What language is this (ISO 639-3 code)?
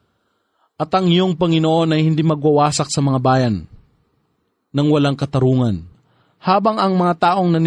fil